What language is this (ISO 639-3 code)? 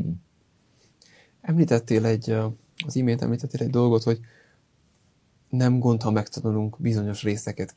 hun